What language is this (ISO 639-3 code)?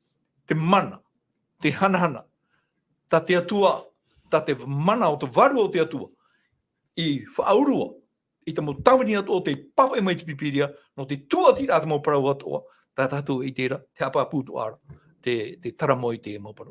tah